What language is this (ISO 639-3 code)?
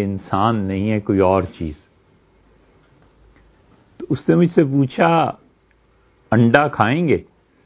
urd